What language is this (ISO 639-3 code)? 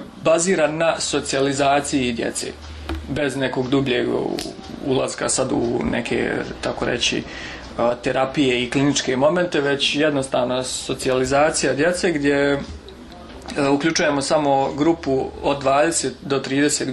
bos